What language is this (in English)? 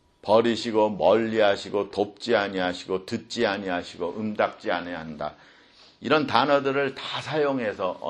Korean